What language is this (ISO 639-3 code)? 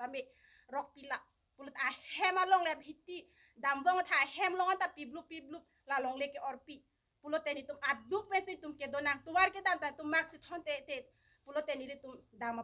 mjw